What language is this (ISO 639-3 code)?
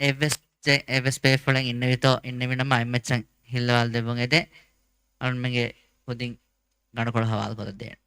div